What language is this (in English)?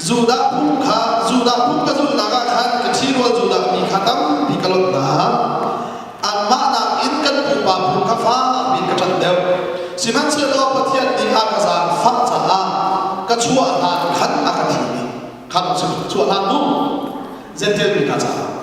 Hakha Chin